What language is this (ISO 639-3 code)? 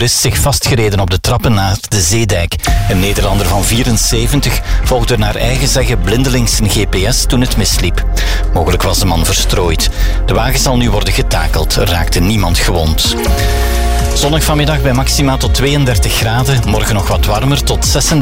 nld